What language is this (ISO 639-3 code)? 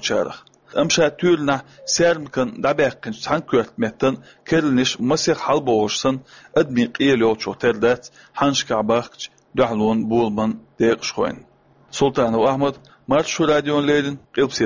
che